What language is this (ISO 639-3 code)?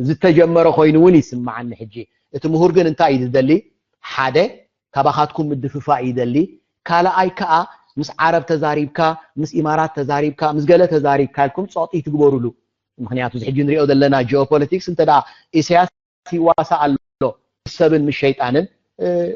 tir